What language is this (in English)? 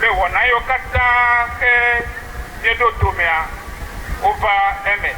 Ewe